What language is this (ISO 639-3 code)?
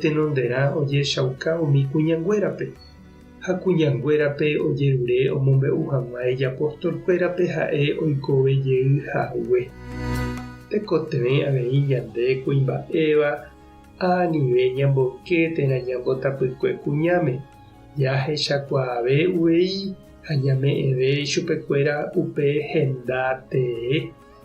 grn